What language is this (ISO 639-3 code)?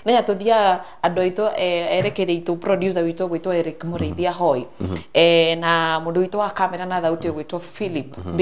kik